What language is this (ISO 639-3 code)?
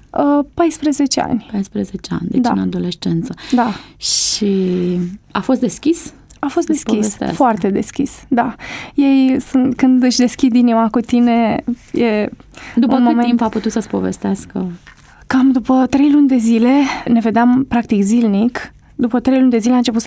ron